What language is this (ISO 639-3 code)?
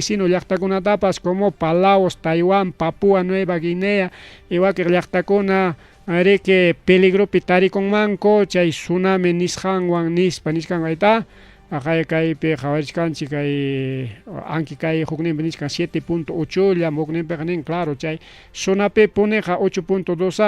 quy